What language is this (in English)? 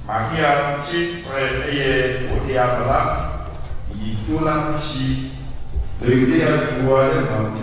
Ewe